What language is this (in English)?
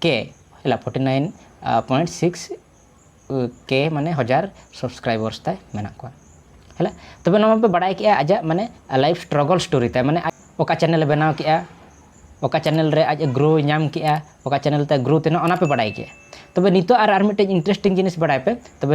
Santali